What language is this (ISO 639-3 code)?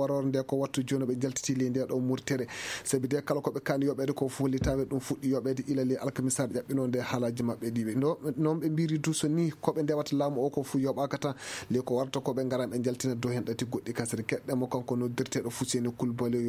ful